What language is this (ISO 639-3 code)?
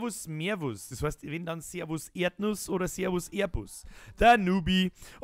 bar